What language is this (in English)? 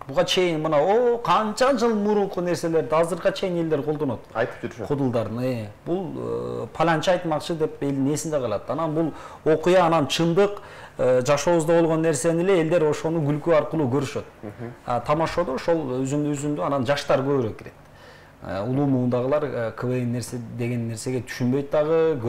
Kyrgyz